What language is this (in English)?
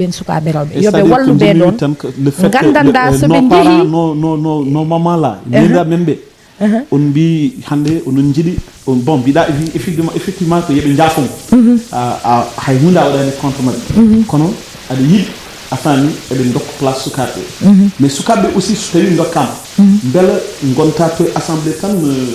Fula